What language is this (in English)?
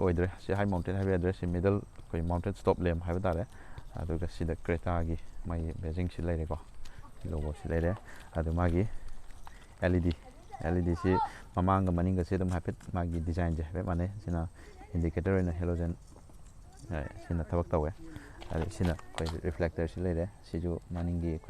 Manipuri